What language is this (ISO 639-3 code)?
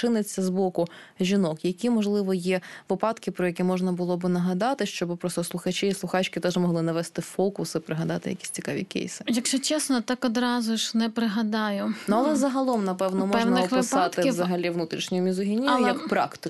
ukr